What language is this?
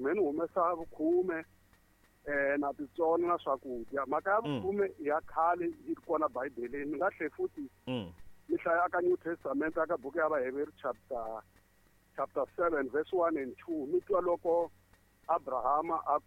Tsonga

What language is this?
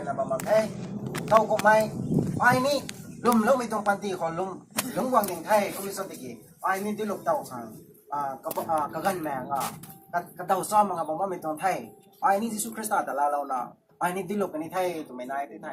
Rongmei Naga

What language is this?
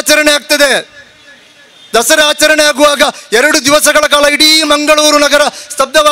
Kannada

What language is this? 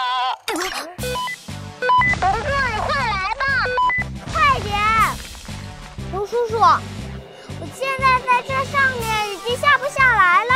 Chinese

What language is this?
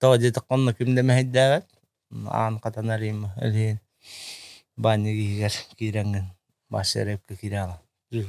Yakut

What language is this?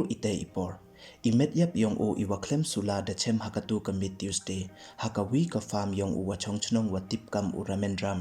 Pnar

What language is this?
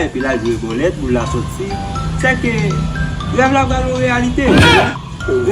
Haitian Creole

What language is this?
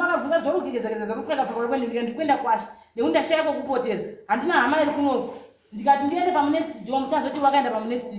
Shona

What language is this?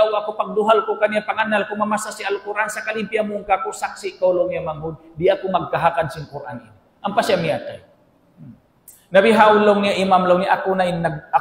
Tausug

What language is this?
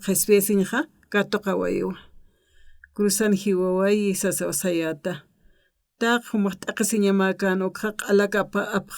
Aymara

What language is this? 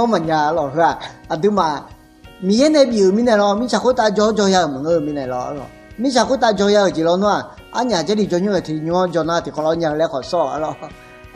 Akha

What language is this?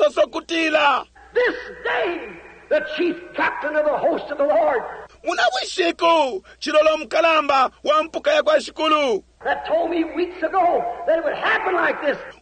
Bemba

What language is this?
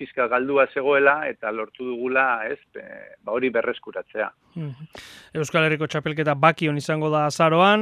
Basque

